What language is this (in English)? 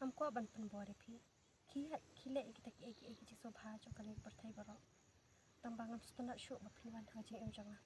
Khasi